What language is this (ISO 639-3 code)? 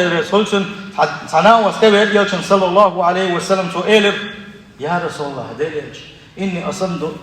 che